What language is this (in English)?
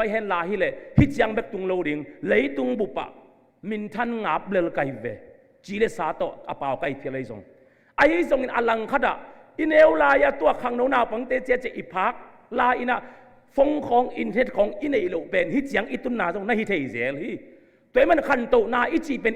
Tedim Chin